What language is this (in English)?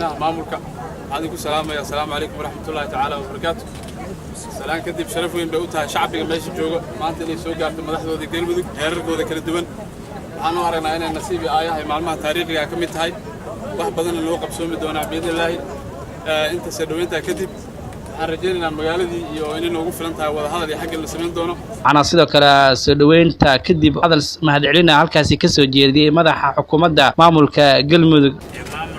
Somali